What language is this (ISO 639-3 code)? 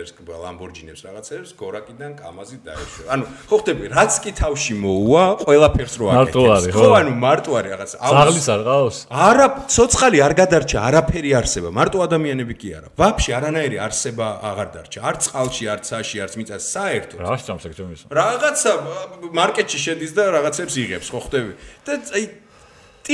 kat